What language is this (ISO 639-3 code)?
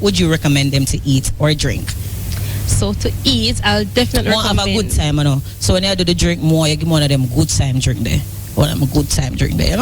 jam